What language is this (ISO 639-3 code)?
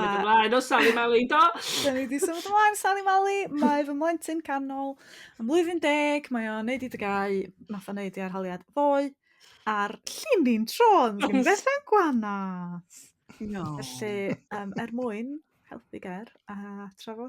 cym